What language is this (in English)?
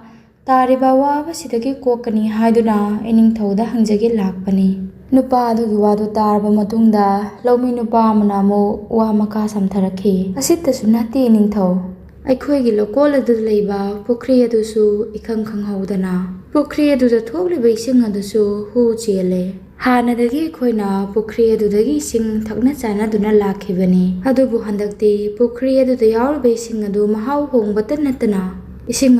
Manipuri